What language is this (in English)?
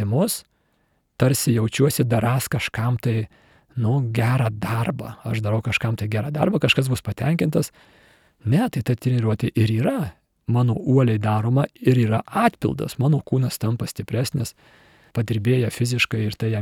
Lithuanian